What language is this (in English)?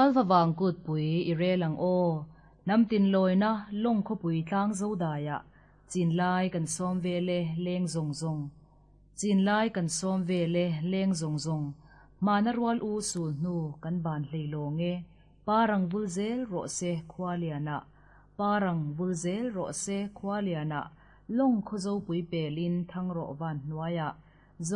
Mizo